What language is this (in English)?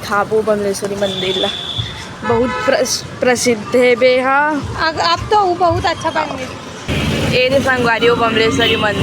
Chhattisgarhi